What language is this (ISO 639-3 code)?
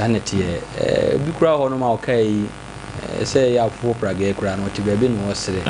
aka